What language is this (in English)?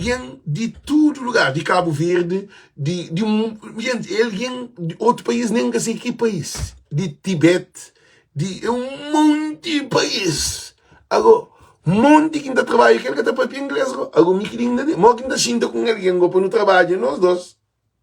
Kabuverdianu